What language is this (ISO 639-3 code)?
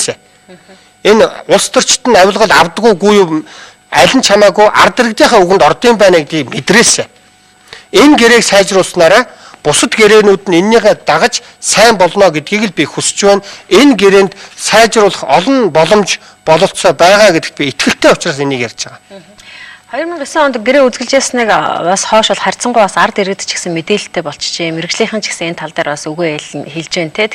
mon